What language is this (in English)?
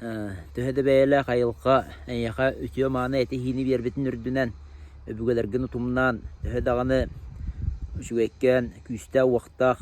Yakut